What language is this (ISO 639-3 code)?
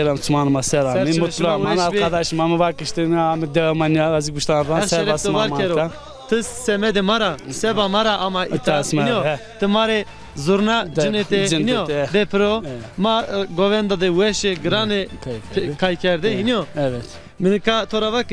zza